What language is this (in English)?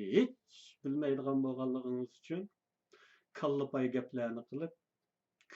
Uyghur